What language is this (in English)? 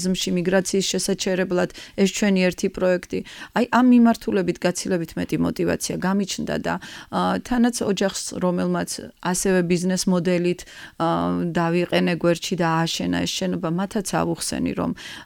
Georgian